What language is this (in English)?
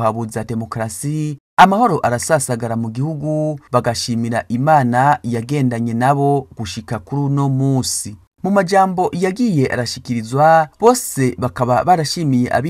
Rundi